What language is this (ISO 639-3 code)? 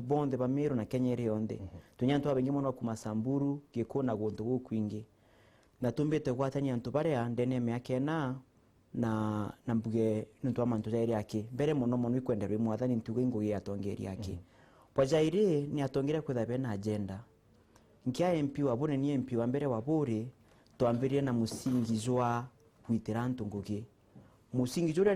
mer